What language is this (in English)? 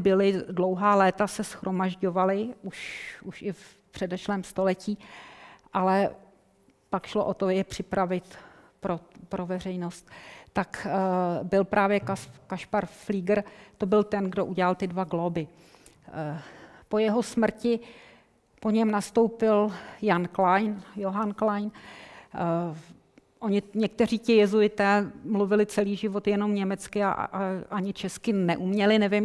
Czech